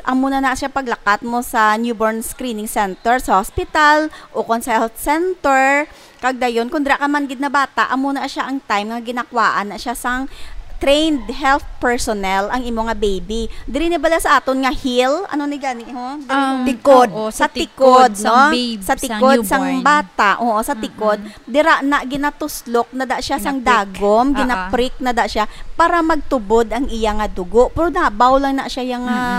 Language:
Hiligaynon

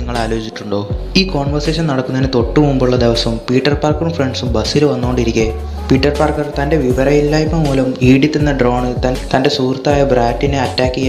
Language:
Malayalam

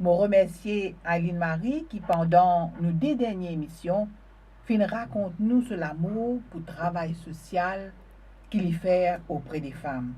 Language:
Morisyen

